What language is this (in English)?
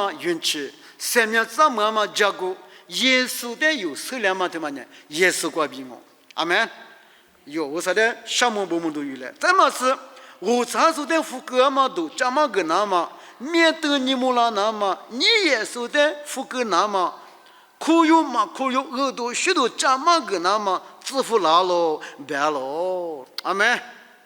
Lisu